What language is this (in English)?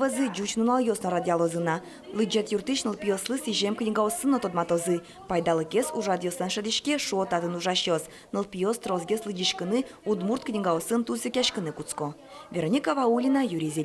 Udmurt